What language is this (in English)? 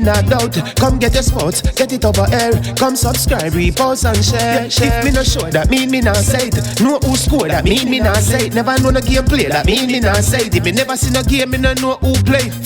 Jamaican Creole English